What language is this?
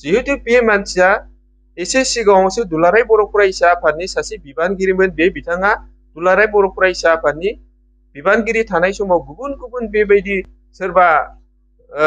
Bodo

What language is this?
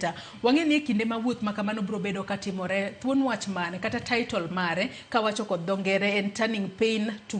Luo (Kenya and Tanzania)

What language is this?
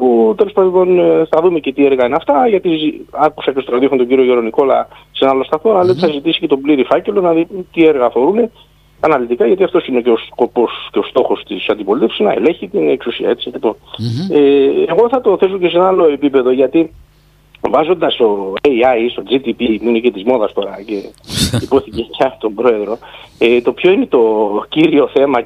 Greek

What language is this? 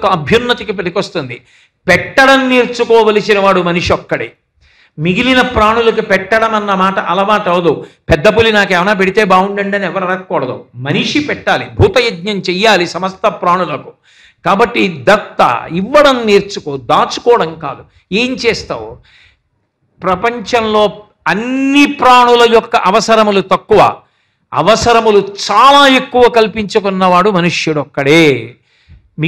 Telugu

